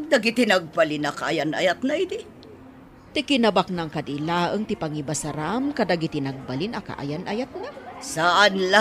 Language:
Iloko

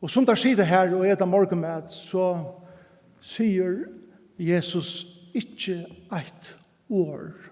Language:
Faroese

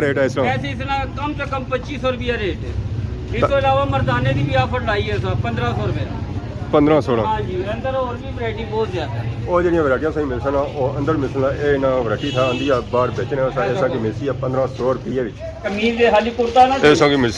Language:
Pahari-Potwari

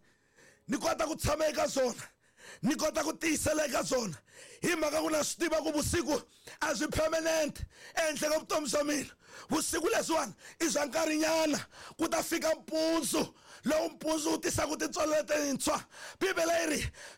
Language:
Tsonga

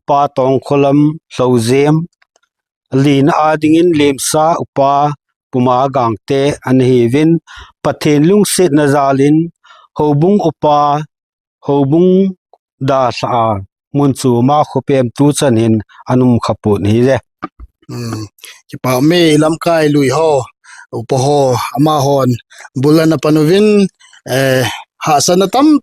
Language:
Thado Chin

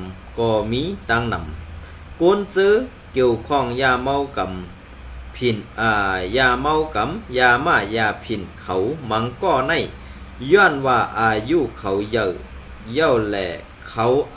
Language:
Shan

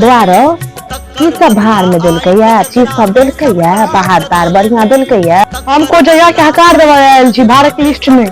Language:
Maithili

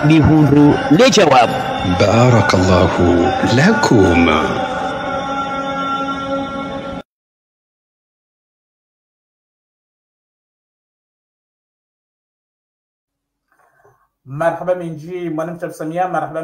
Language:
Swahili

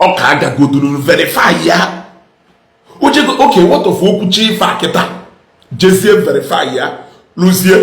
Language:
Igbo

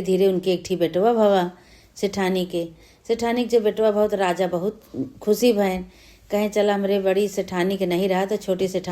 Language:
Awadhi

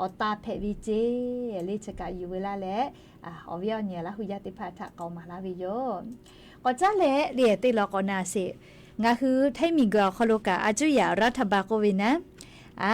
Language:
Lahu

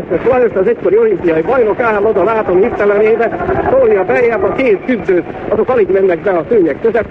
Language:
Hungarian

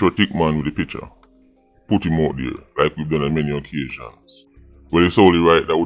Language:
Jamaican Creole English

